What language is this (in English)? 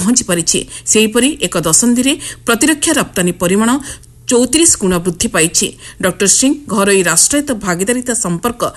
Odia